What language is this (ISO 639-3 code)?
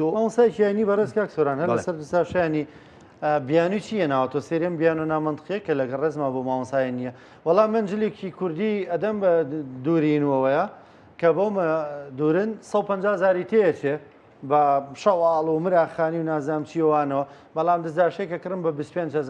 ckb